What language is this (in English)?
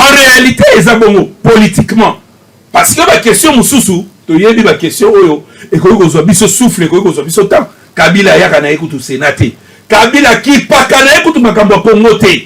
Lingala